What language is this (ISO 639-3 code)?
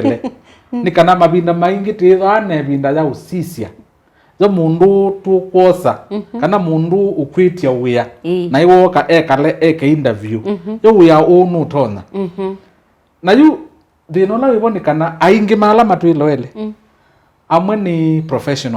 kam